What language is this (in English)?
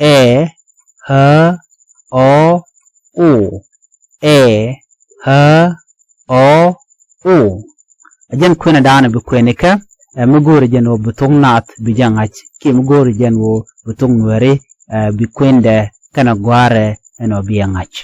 Nuer